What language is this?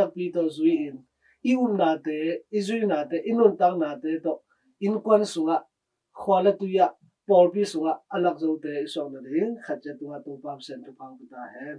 Tedim Chin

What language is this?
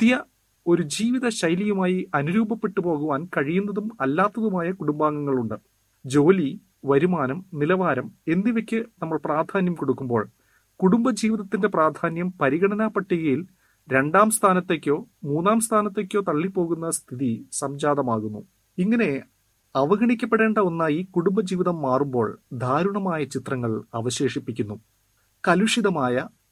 Malayalam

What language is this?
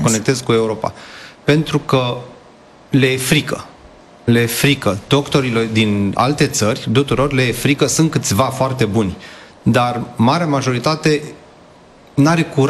Romanian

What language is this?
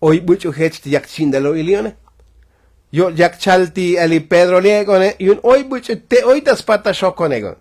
Tzotzil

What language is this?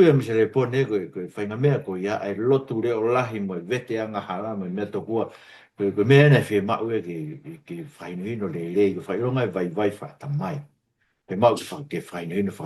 Tongan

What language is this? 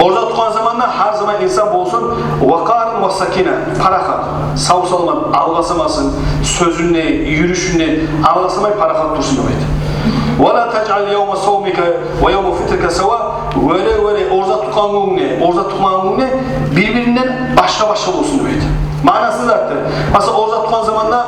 Kumyk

